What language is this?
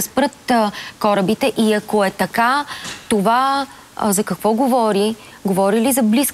Bulgarian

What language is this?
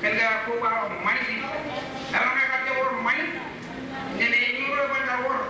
Marshallese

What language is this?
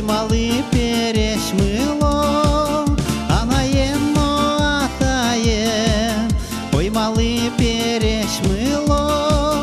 Udmurt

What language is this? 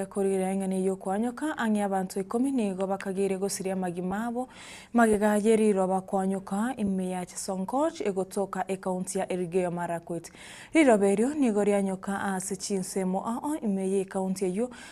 Gusii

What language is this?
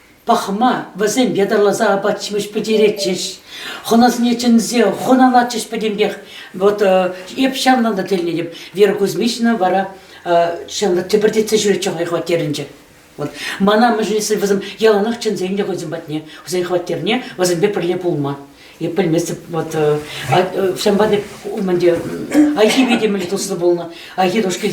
Chuvash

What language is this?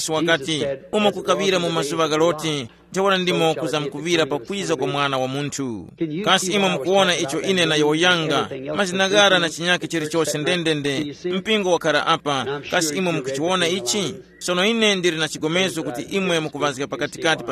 Tumbuka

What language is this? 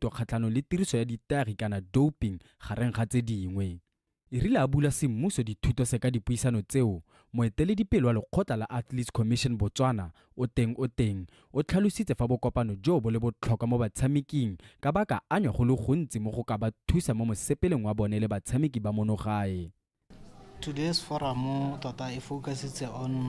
Tswana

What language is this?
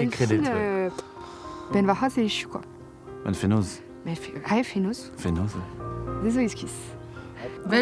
Breton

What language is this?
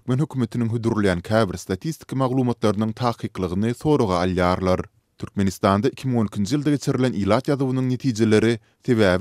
Turkmen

